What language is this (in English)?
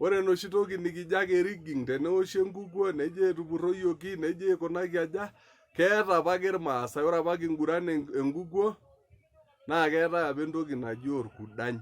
Masai